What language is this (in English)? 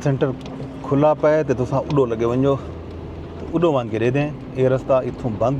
Saraiki